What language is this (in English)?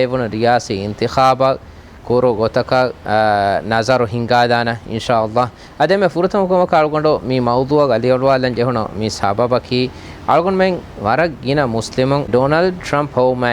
Divehi